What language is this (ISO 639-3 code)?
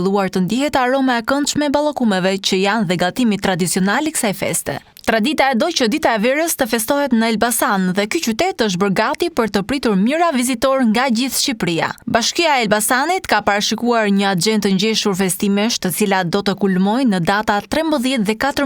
sqi